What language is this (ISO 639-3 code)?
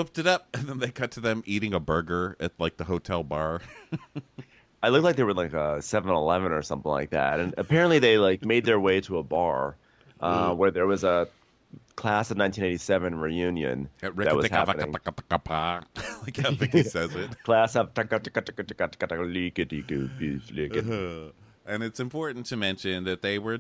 eng